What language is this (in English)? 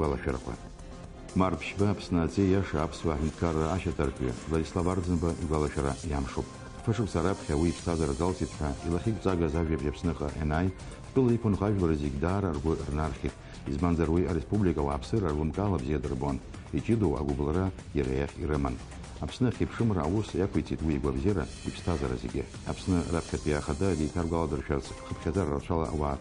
Abkhazian